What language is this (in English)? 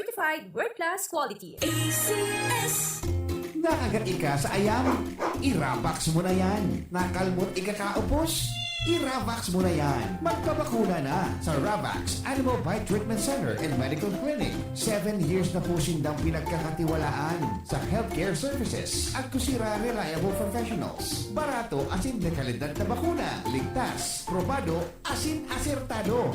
Bikol